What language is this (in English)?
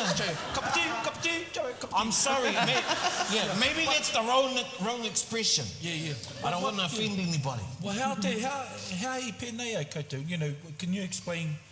Māori